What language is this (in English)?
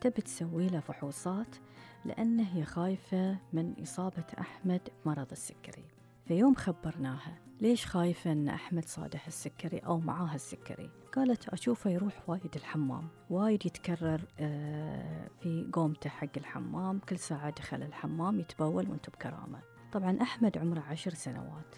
Gulf Arabic